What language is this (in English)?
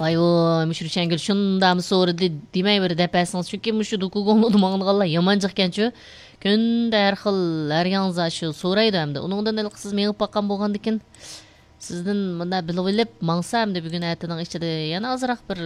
Uyghur